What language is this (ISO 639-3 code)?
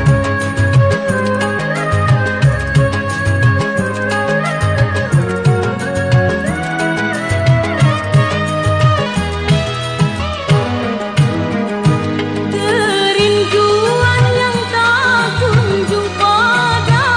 ind